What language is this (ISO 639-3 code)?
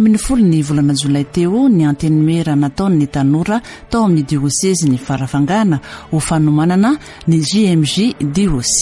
mlg